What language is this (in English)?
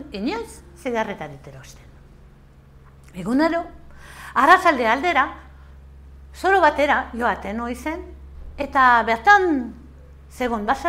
Basque